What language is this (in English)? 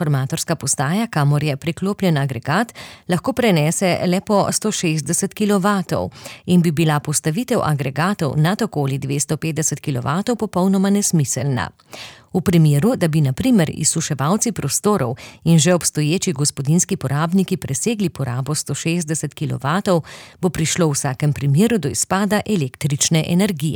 Slovenian